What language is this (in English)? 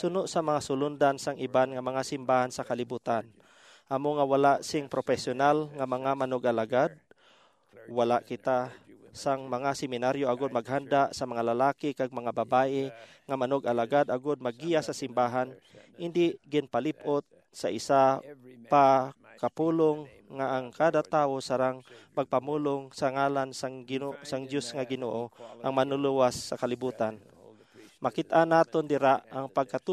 Hiligaynon